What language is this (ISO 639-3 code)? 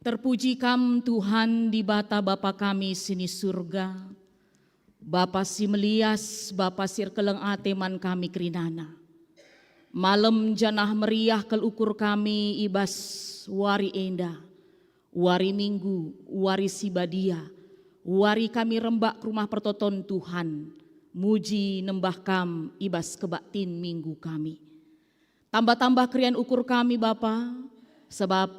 btx